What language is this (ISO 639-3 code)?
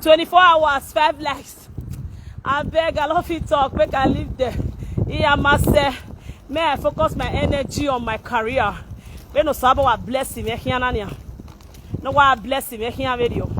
pcm